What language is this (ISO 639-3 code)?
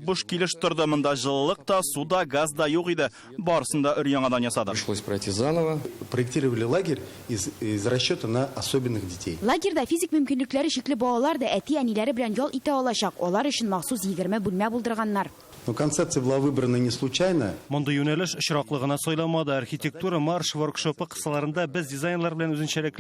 tat